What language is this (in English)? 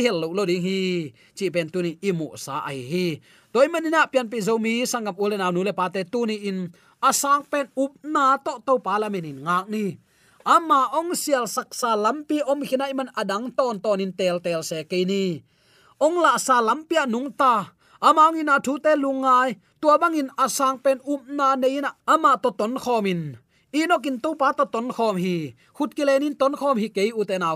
Tedim Chin